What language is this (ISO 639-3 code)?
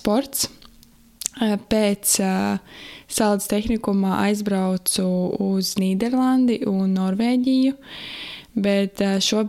lav